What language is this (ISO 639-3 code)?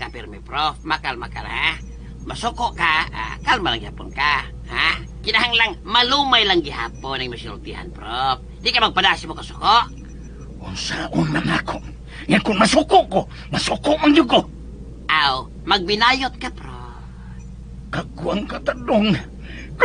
ceb